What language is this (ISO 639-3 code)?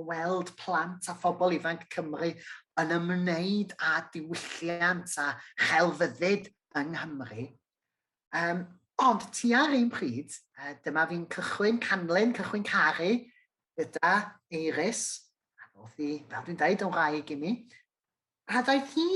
cym